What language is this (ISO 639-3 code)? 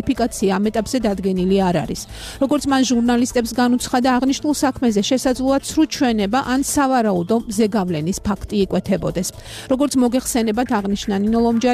kat